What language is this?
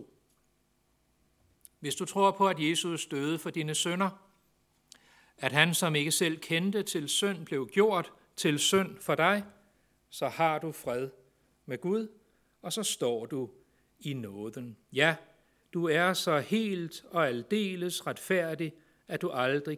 Danish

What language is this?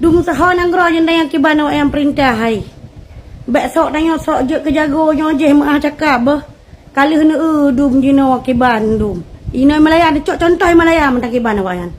Achinese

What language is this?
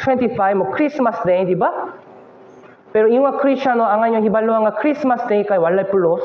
Cebuano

